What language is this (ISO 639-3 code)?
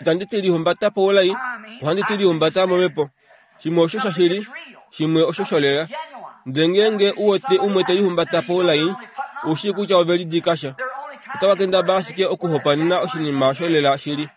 kua